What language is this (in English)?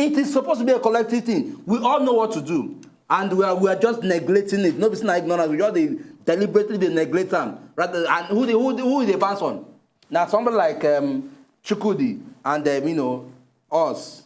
Nigerian Pidgin